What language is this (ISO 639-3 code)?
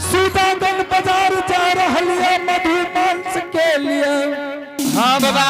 anp